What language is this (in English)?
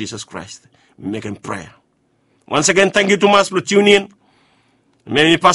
Bislama